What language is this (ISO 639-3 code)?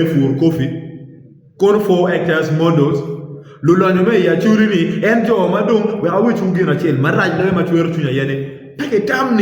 ach